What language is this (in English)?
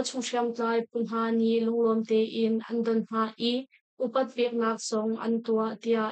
Hakha Chin